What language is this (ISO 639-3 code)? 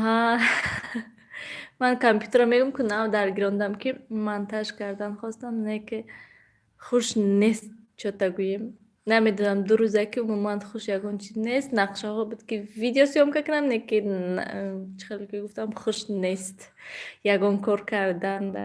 tgk